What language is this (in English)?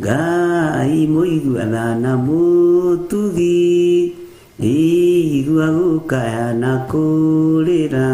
Kikuyu